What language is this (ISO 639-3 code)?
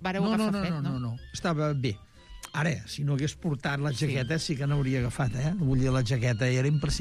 cat